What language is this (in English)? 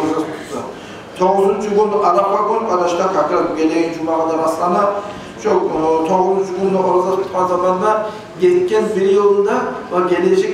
Kumyk